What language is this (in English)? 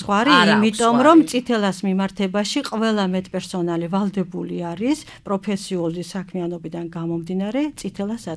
Georgian